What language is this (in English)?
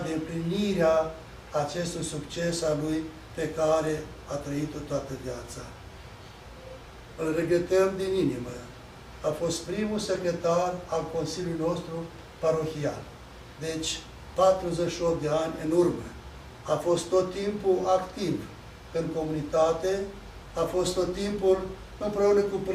Romanian